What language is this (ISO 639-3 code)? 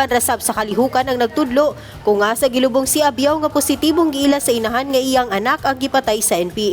ceb